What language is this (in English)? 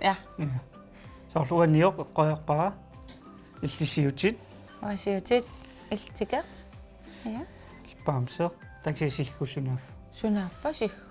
Kalaallisut